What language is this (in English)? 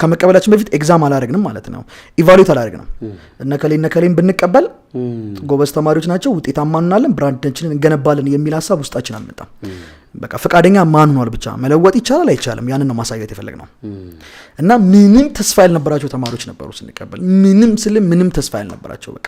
Amharic